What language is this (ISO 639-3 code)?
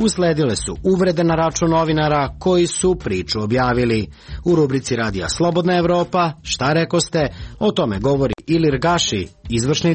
srp